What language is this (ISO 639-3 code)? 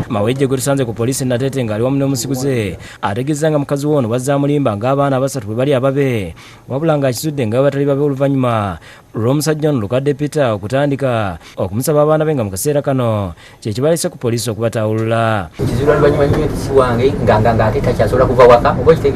lug